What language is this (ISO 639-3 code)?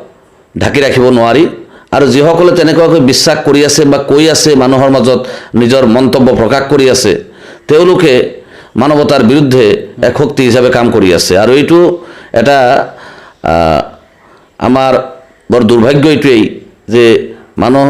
asm